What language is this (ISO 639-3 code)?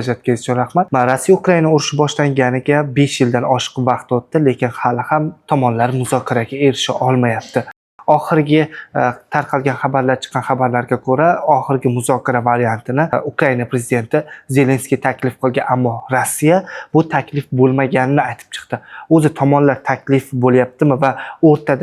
uzb